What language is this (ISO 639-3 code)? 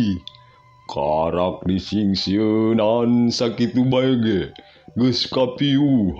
sun